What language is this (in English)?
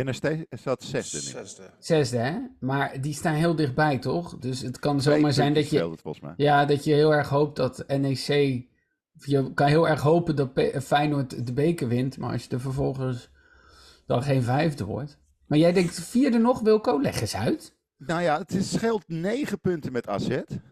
Dutch